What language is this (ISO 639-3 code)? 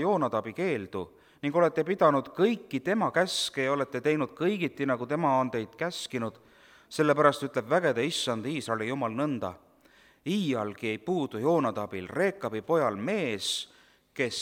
est